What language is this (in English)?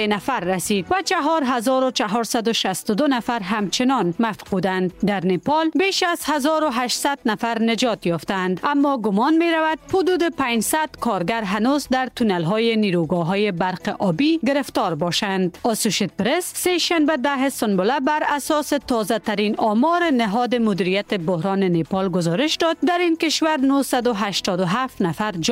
Persian